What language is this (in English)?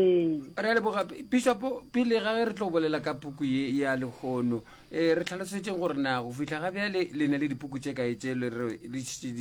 Northern Sotho